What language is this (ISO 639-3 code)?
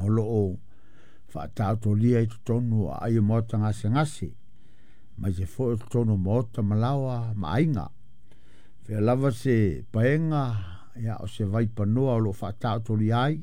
smo